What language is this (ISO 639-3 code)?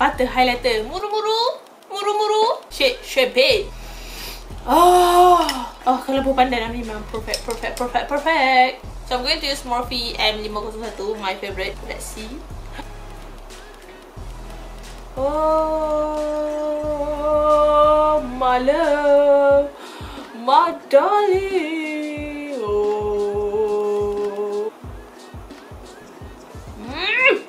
msa